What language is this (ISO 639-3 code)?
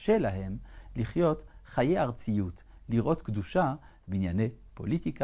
heb